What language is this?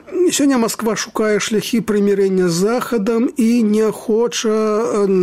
Belarusian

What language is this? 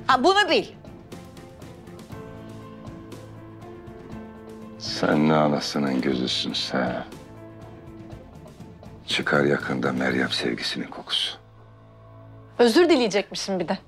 Turkish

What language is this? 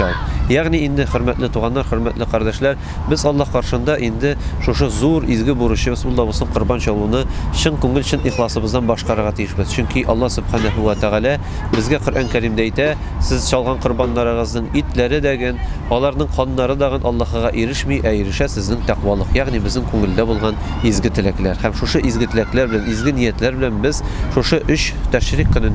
Tatar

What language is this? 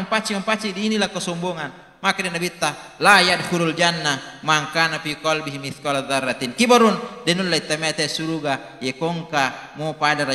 Buginese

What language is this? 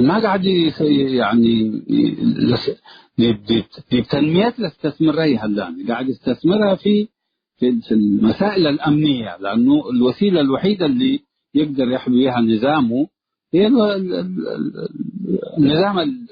Tigre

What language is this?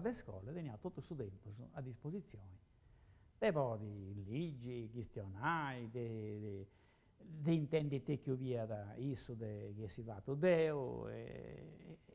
Sardinian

